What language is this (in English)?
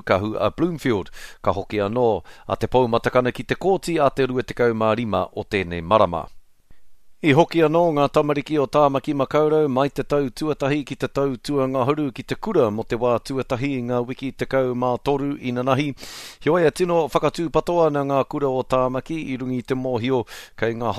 Māori